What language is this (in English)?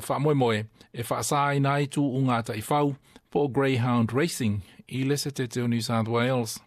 Samoan